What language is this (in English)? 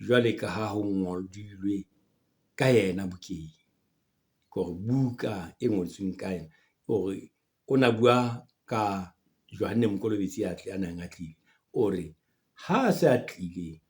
Southern Sotho